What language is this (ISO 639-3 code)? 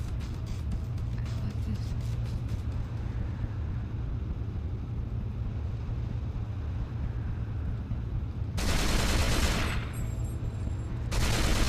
eng